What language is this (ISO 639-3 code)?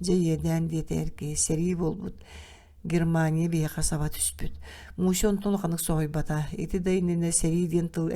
sah